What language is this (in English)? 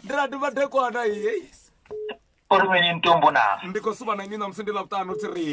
Venda